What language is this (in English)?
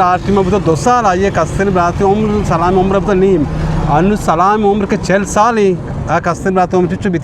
Baluchi